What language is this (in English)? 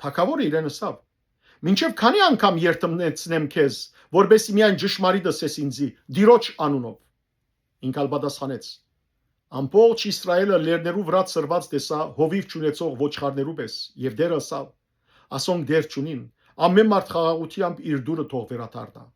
Western Armenian